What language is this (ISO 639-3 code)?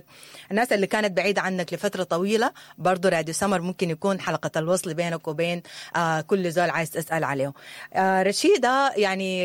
apd